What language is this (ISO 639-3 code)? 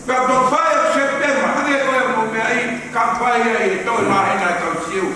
ton